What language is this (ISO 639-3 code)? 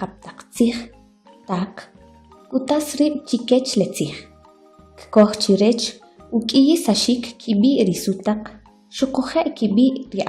quc